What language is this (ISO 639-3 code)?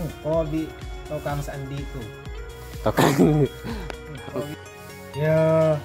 mad